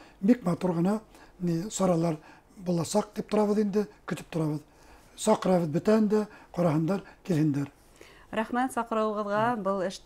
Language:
Bashkir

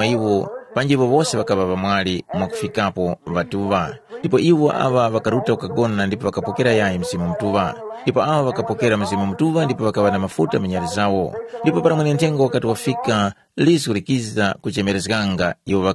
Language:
Tumbuka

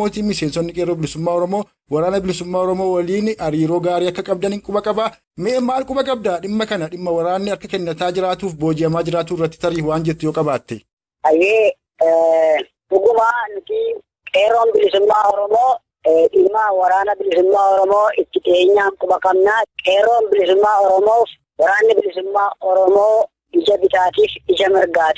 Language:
Oromo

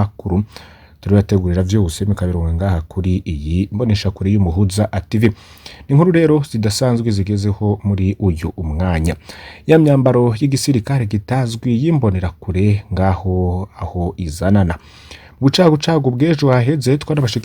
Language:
Rundi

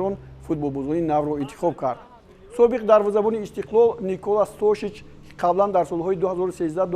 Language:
Tajik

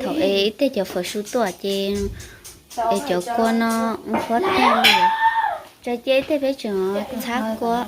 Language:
Hmong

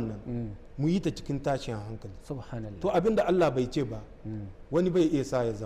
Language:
Hausa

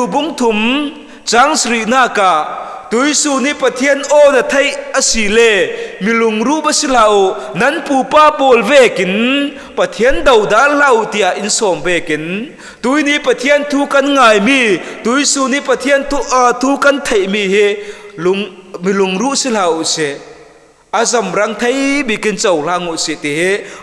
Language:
Falam Chin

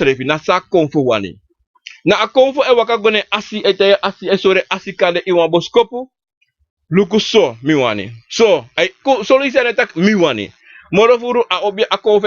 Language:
Sranan Tongo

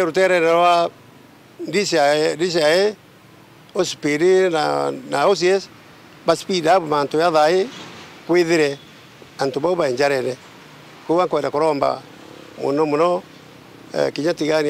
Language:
Meru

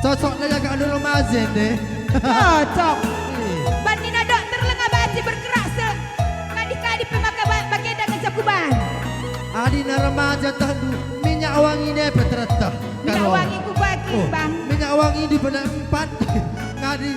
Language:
Batak Karo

